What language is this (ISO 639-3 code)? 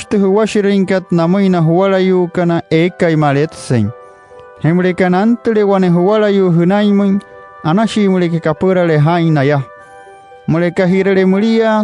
guc